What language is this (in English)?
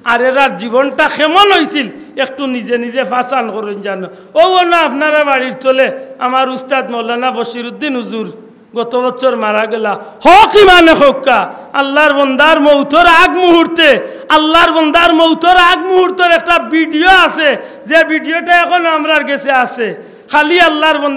Sylheti